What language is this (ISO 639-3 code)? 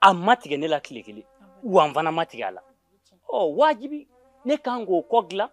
bam